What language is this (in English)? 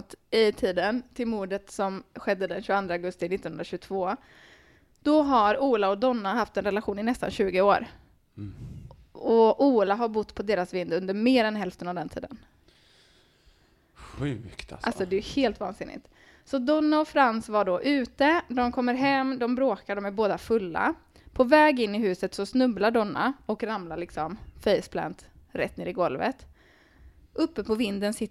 Swedish